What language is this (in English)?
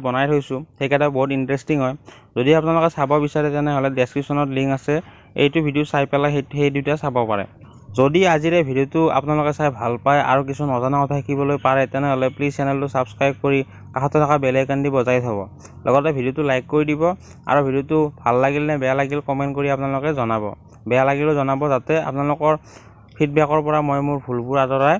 Assamese